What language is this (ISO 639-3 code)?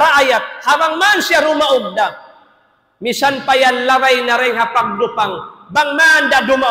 tsg